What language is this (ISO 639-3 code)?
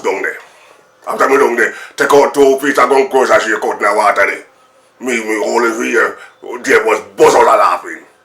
jam